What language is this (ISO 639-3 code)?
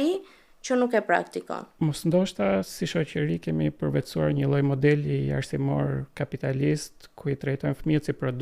sqi